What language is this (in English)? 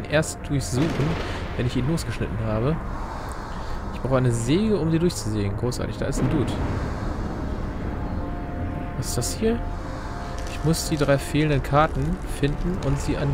German